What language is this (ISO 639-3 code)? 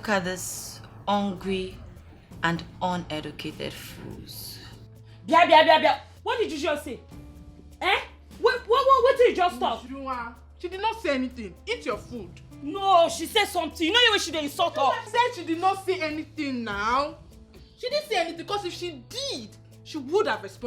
pcm